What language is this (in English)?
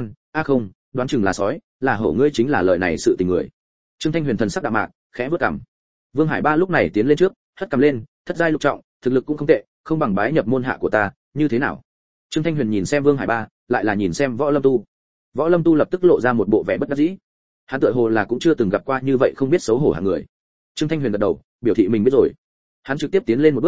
Vietnamese